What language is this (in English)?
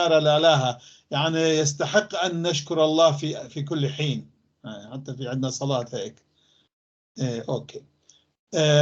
North Levantine Arabic